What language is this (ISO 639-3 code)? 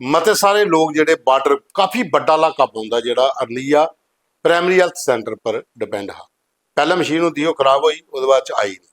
doi